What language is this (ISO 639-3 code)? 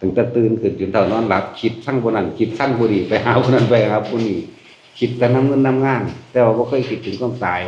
tts